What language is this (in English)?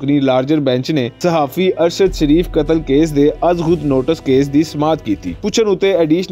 Western Panjabi